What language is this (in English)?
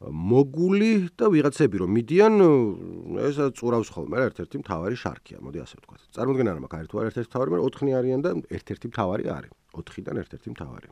Georgian